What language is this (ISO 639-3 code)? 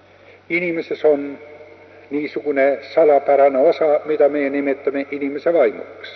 est